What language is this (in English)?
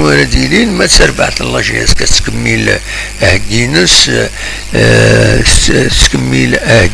Kabyle